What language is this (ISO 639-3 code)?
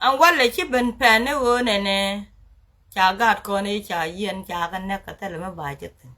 nus